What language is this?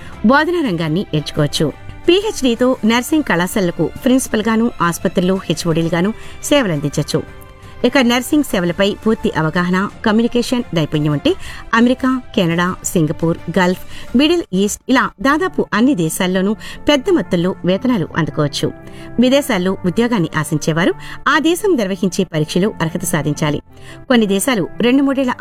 Telugu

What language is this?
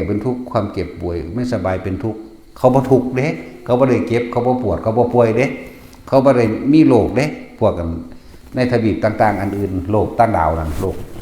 Northeastern Thai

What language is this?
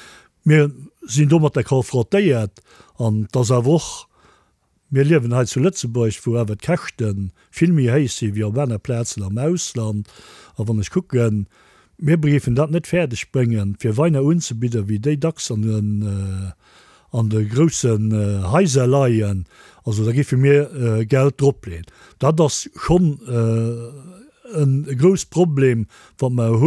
Luxembourgish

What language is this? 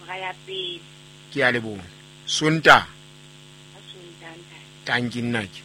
Southern Sotho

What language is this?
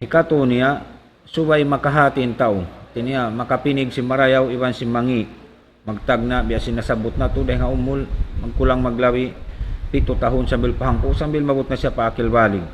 Tausug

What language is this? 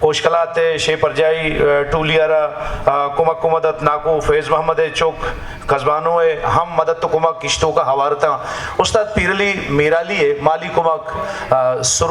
Baluchi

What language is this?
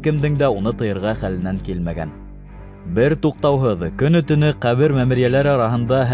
Bashkir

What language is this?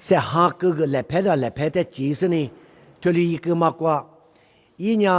Lisu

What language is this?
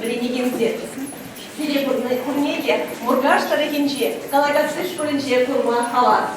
Chuvash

